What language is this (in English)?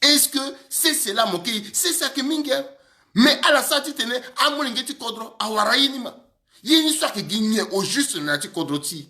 Sango